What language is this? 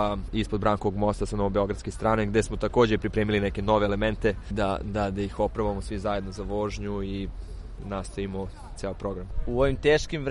Serbian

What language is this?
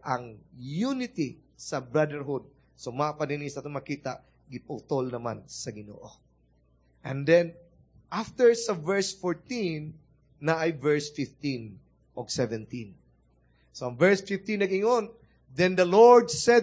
Cebuano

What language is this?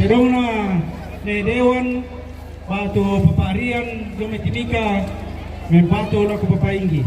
Toraja-Sa'dan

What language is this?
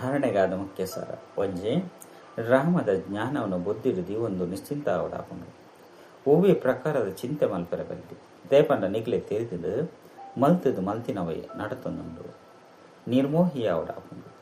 Tulu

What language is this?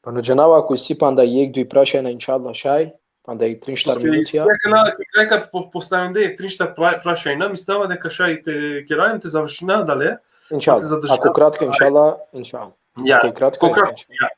Balkan Romani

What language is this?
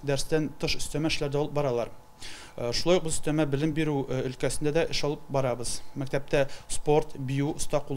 Tatar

